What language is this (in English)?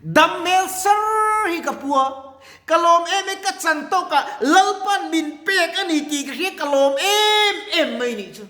Mizo